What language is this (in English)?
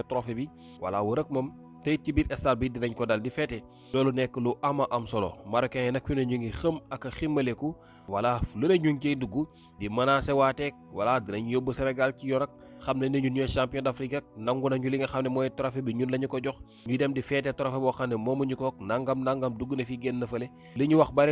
Wolof